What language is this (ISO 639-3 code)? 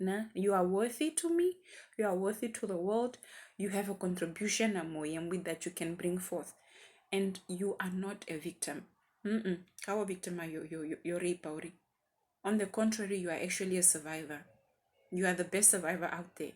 her